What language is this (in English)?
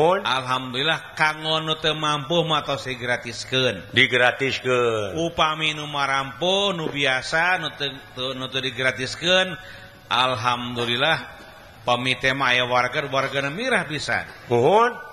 Sundanese